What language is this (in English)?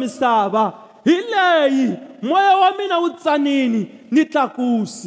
Tsonga